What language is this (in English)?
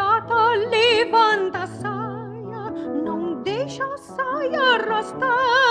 Portuguese